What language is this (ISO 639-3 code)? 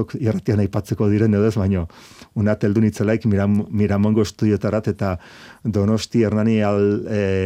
eus